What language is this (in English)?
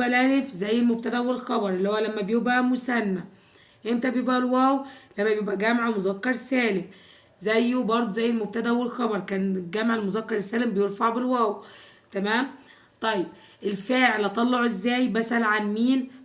Egyptian Arabic